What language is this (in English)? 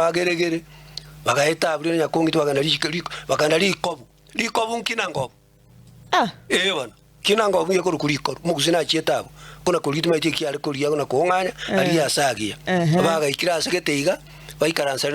Gusii